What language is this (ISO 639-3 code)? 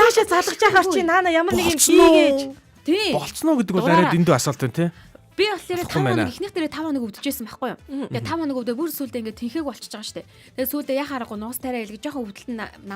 mon